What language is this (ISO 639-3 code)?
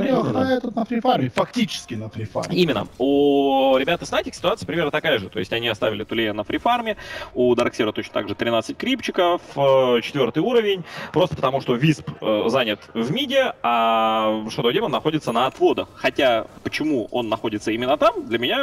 rus